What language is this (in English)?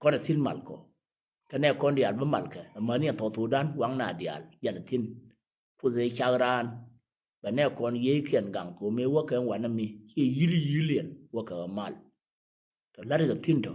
Nuer